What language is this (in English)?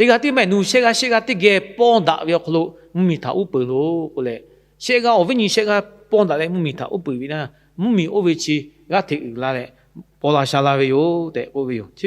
Lahu